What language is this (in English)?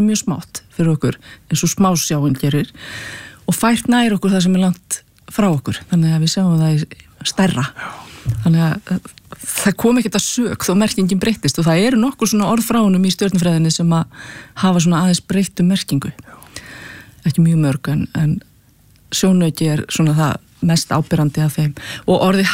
Icelandic